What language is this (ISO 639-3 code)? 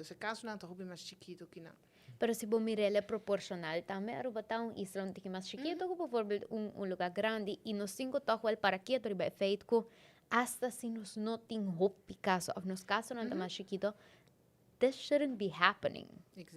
pap